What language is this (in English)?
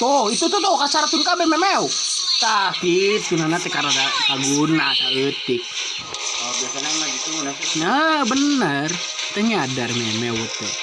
Sundanese